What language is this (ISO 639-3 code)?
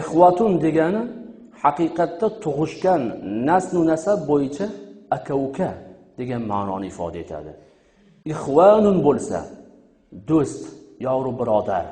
uzb